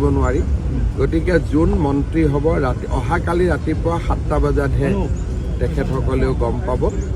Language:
Assamese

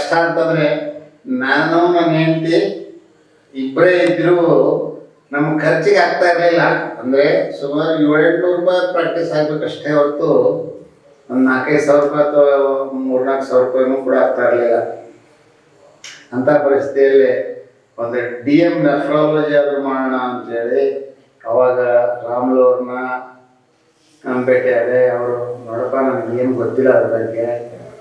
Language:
Kannada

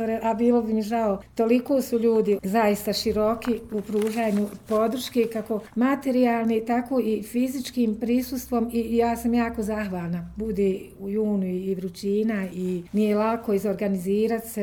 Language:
Croatian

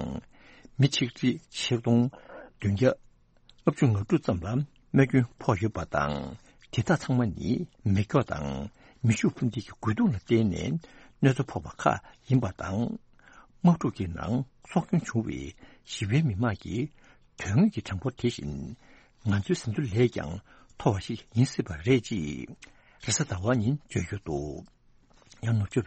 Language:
Tibetan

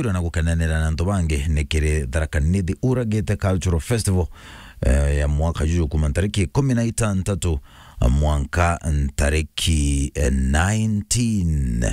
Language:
Meru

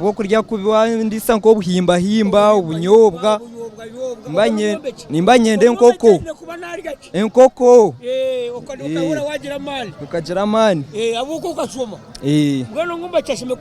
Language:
Nyankole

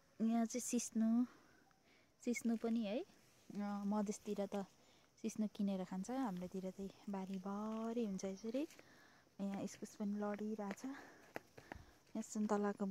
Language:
Nepali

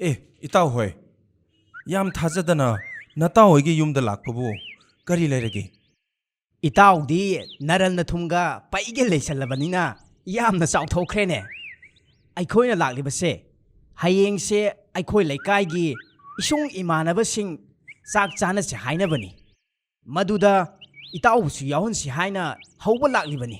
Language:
Manipuri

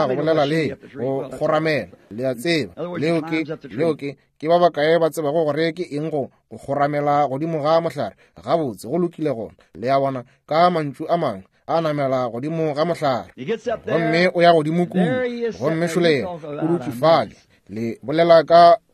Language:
Northern Sotho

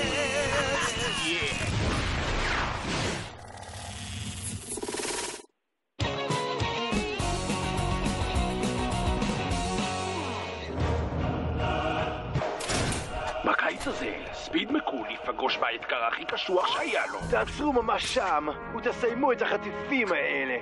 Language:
Hebrew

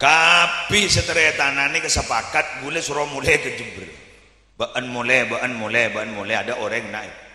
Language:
Madurese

